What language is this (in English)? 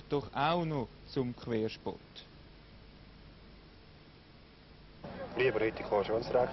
German